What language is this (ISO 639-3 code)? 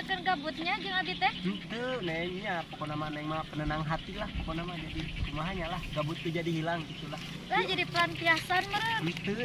sun